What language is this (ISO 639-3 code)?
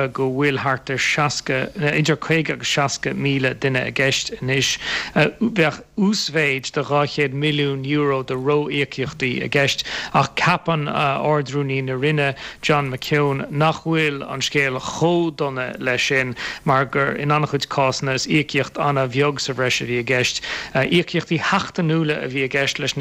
gle